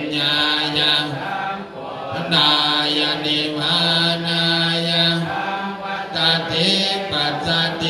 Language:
Pali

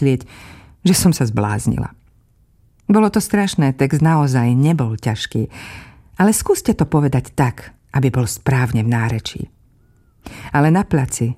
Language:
Slovak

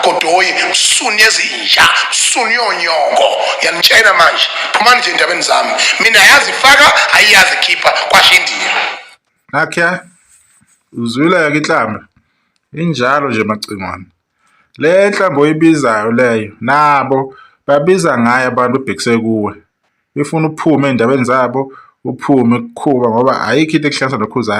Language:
Zulu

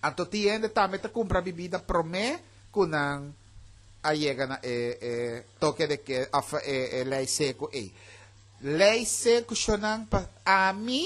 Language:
Papiamento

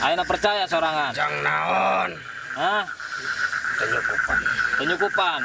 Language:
Sundanese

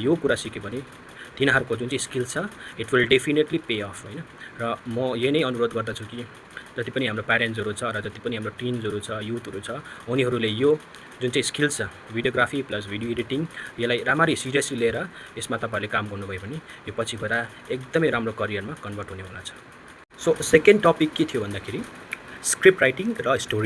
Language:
Nepali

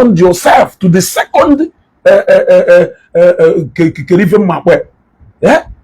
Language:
Igbo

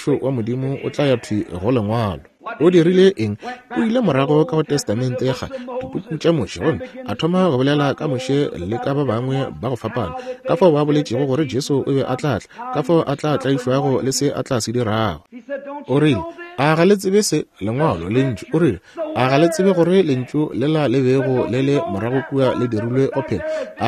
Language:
Northern Sotho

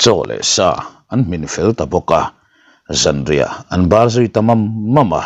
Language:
Mizo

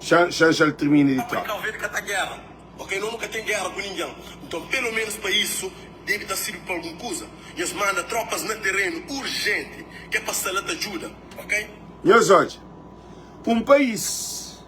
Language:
Kabuverdianu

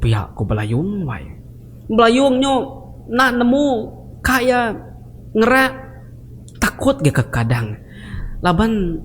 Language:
Iban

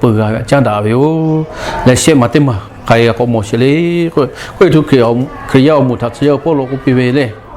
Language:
Lahu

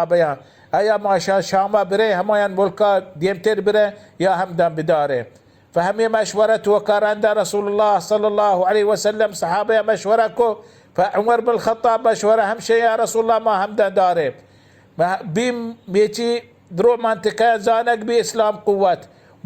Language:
Baluchi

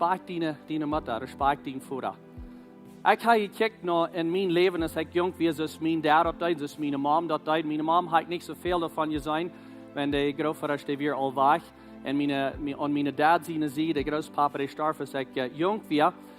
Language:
Plautdietsch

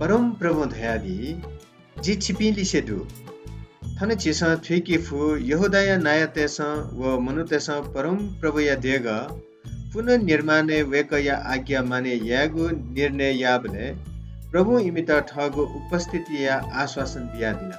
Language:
Newari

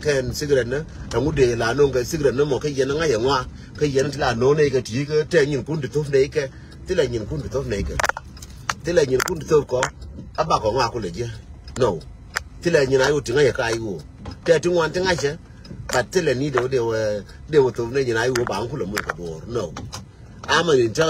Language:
Nuer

